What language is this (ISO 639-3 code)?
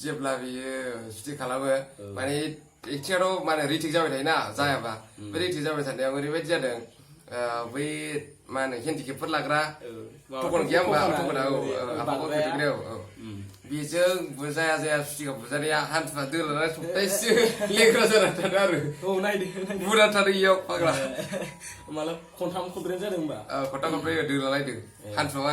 brx